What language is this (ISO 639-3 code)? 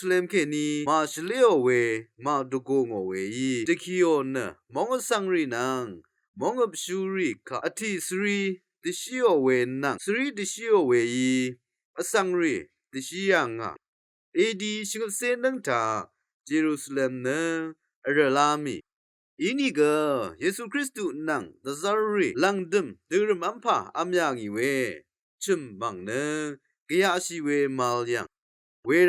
raw